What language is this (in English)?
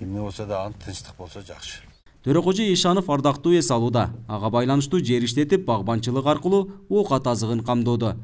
Kyrgyz